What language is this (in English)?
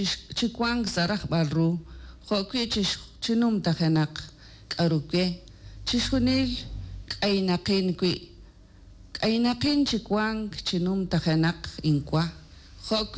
Kekchí